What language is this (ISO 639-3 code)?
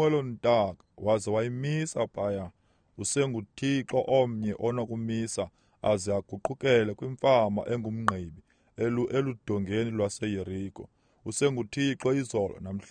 xho